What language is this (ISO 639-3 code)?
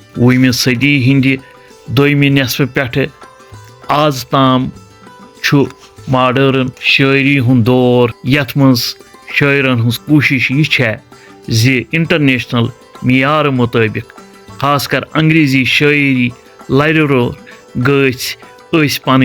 kas